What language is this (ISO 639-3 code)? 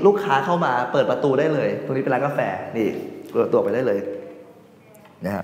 tha